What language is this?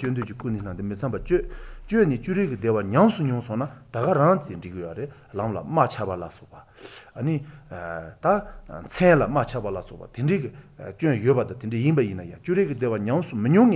Korean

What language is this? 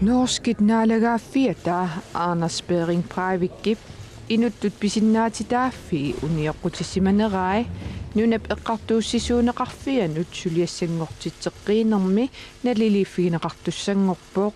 Kalaallisut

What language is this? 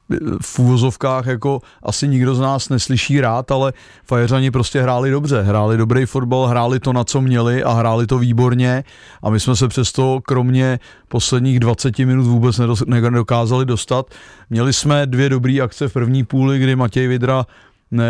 Czech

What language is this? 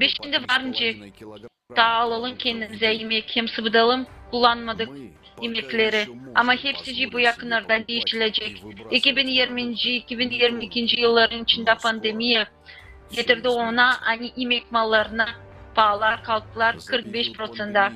Gagauz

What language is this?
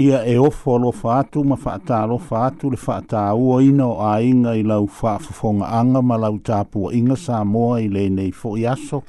Samoan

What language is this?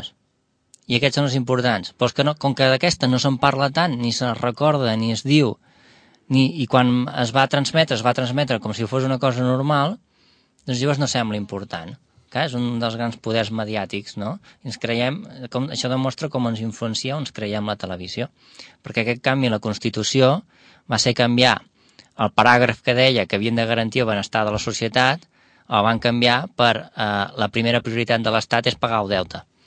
Catalan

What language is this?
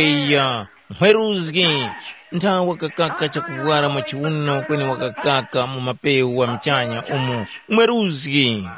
Tumbuka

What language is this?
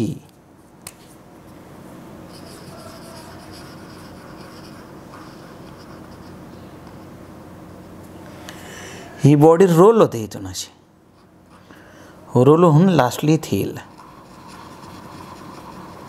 Marathi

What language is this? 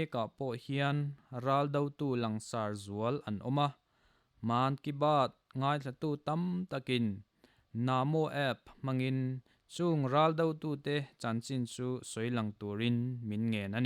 Mizo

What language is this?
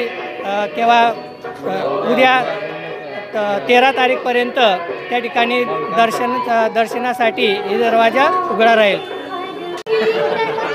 Marathi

